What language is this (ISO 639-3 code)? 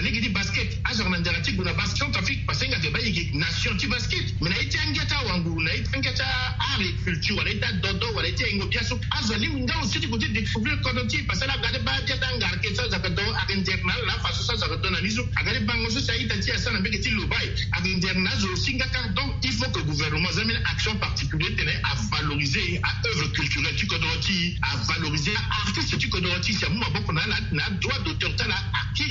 sag